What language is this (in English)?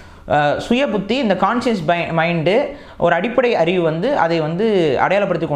Tamil